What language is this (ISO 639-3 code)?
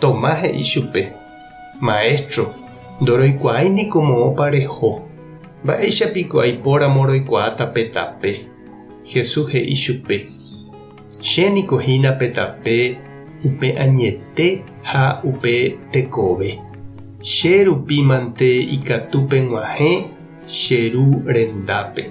grn